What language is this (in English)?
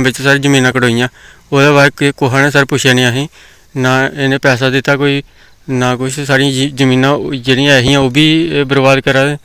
Dogri